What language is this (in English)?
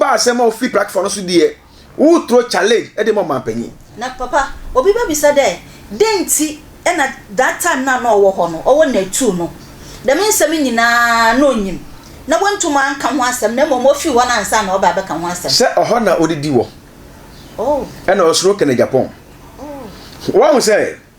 Akan